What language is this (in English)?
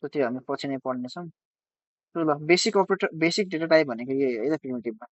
Nepali